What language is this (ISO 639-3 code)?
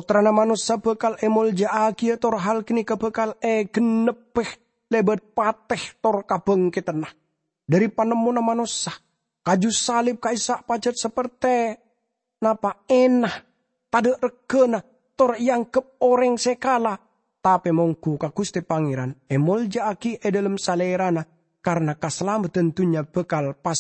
mad